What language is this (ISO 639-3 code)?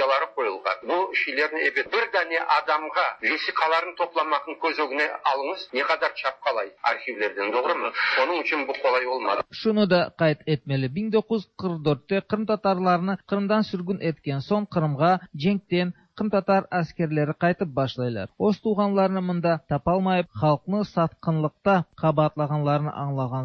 tat